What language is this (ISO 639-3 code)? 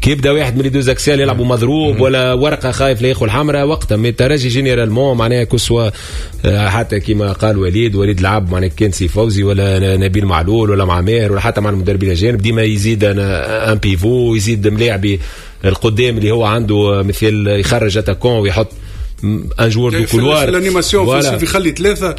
aeb